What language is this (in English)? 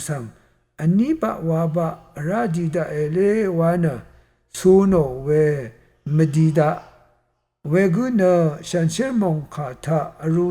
Rawang